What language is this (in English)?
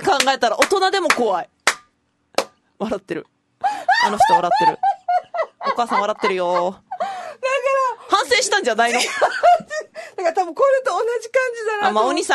Japanese